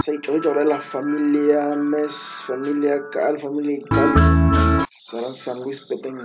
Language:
Kekchí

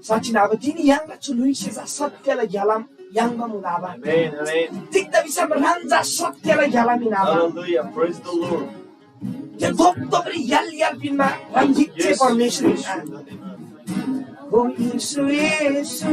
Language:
Eastern Tamang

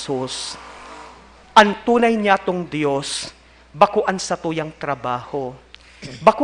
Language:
Bikol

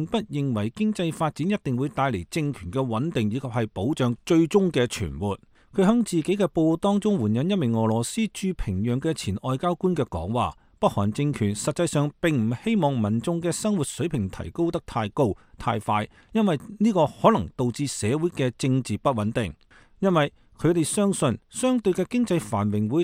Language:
Cantonese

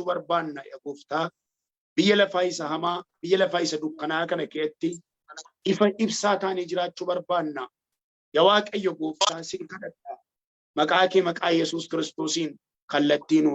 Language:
Oromo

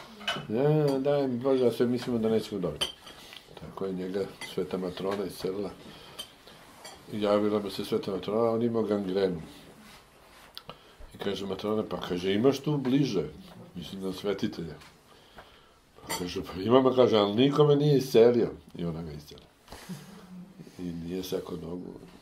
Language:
Serbian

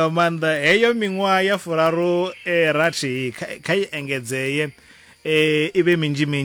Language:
Venda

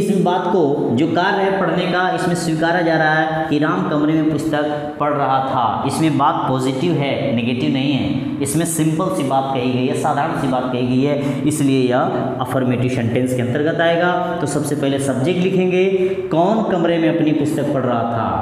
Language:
Hindi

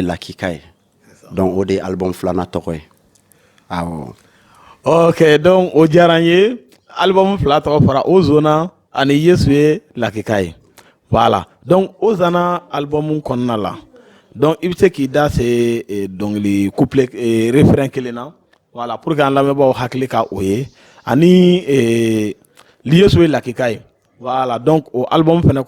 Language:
Bambara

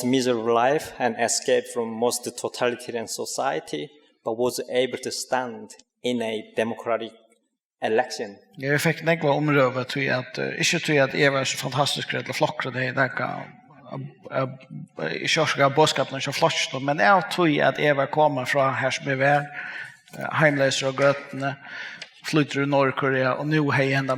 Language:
Faroese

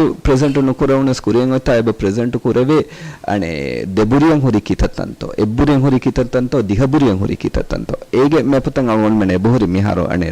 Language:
Divehi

